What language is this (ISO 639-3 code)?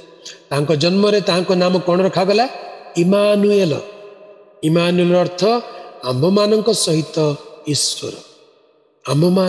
ori